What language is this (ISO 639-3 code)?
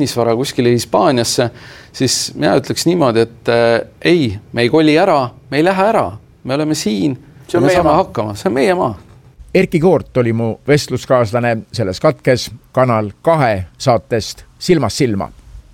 est